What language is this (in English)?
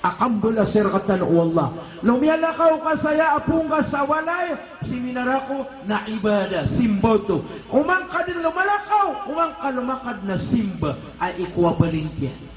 Maranao